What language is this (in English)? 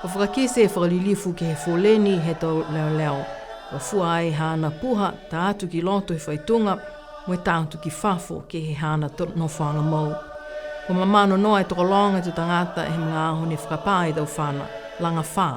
Niuean